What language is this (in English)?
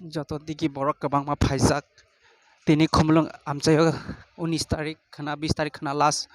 Kok Borok